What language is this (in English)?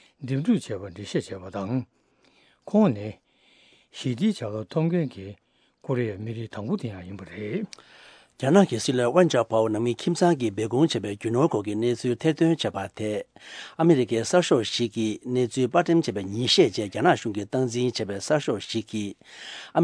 Tibetan